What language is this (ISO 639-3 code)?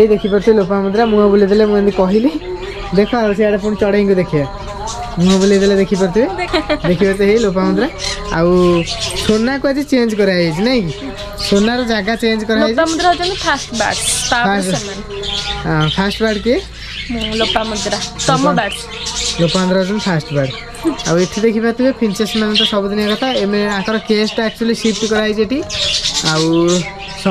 ori